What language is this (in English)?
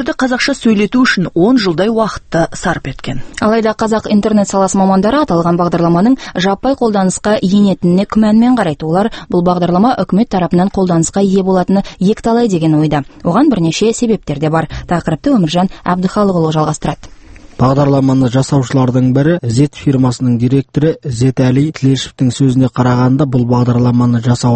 Kazakh